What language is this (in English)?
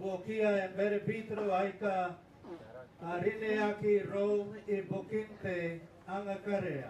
Gilbertese